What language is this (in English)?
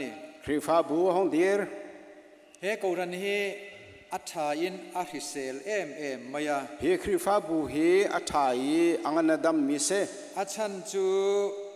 Hakha Chin